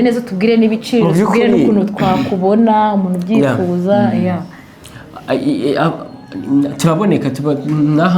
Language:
Kinyarwanda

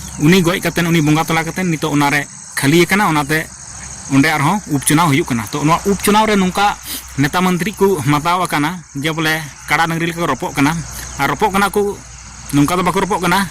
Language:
Santali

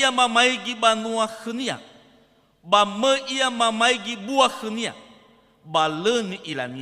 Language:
Nias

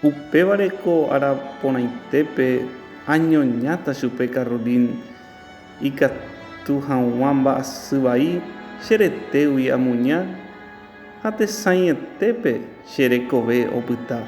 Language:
Guarani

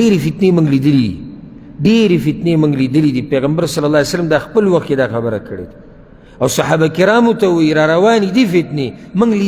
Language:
Pashto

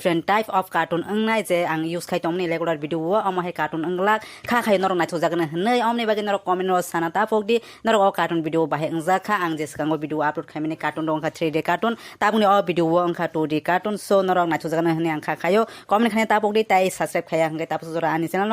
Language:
Kok Borok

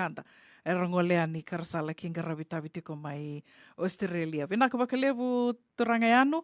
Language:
Fijian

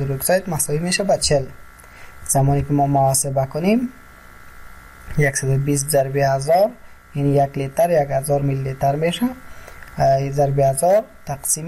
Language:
Persian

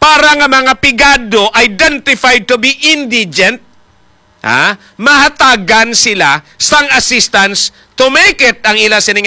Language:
Hiligaynon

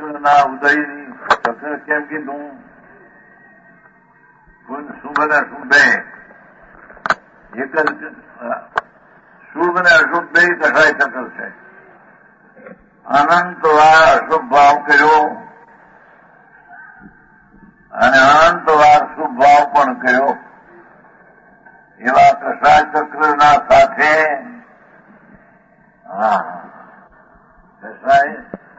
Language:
Gujarati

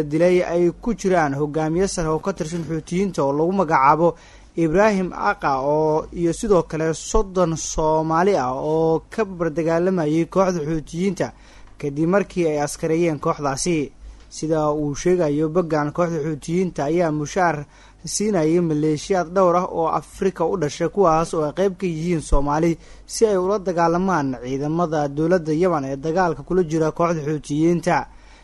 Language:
Somali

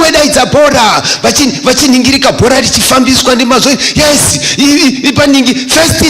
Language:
Shona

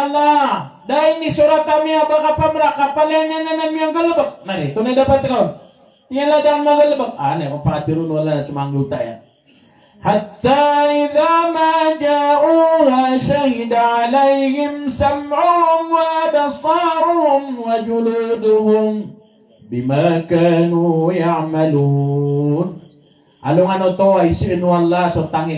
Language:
Maranao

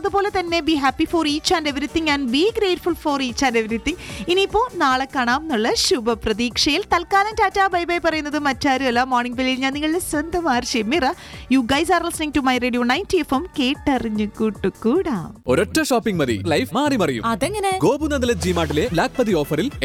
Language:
Malayalam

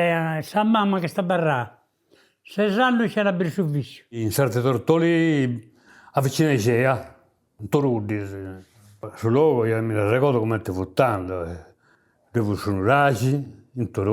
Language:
Sardinian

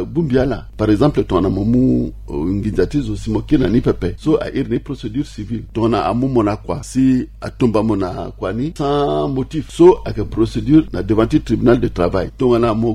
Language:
Sango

